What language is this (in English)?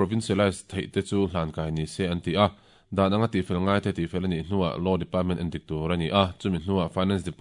Mizo